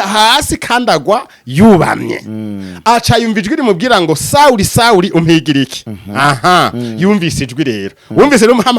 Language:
Rundi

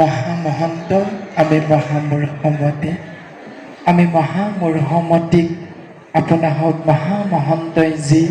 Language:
Assamese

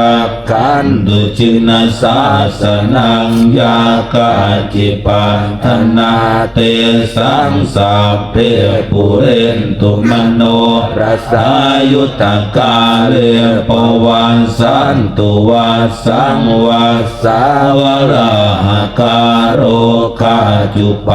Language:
Pali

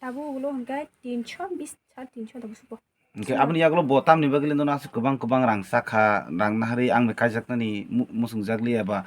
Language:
Kok Borok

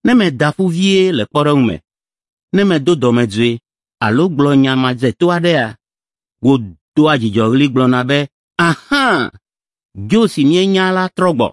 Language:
Ewe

